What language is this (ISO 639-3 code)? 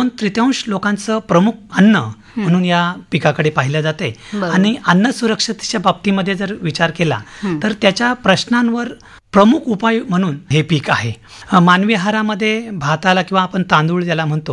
mar